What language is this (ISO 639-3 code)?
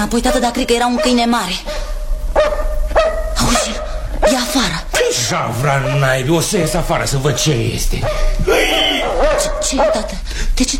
ron